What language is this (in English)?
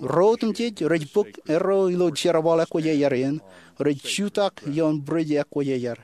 Marshallese